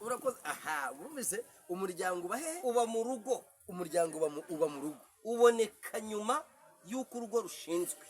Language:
Kinyarwanda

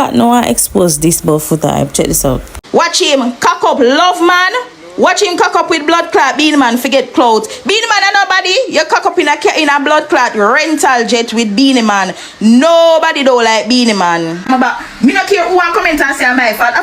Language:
Jamaican Creole English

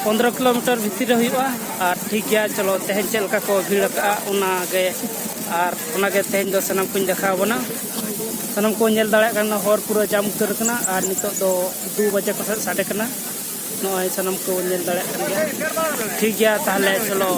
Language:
Santali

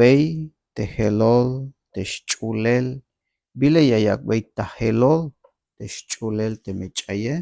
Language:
Tzeltal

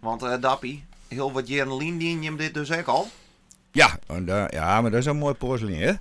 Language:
Western Frisian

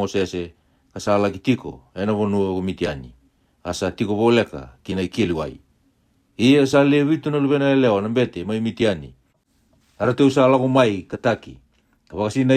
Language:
Fijian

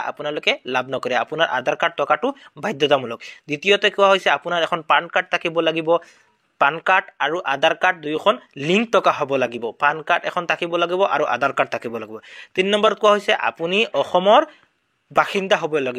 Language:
Assamese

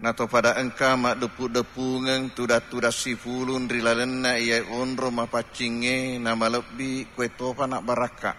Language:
Buginese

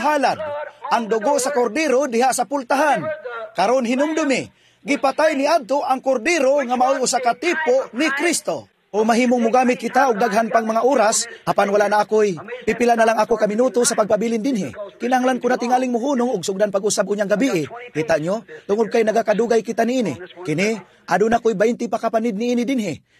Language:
Cebuano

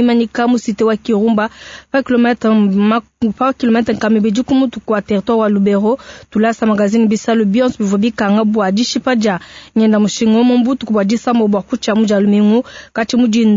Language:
Luba-Lulua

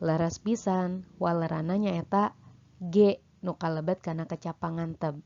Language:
Sundanese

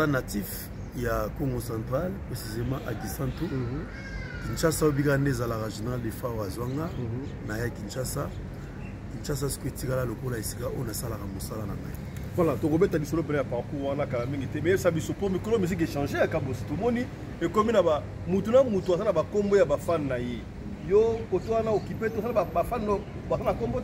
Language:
Lingala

